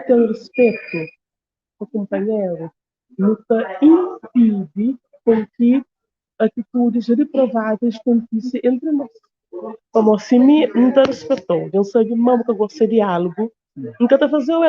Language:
Kabuverdianu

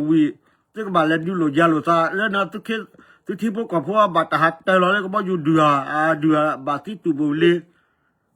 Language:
S'gaw Karen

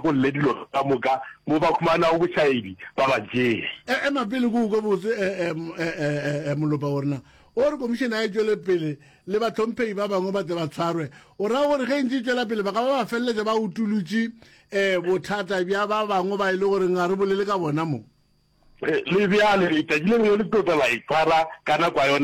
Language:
Northern Sotho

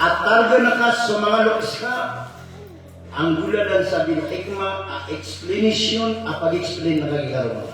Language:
Maranao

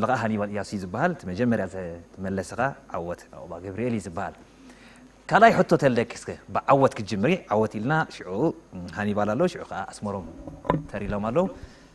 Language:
Tigrinya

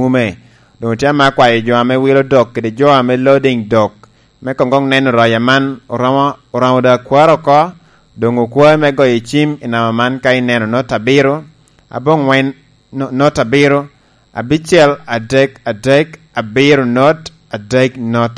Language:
Lango (Uganda)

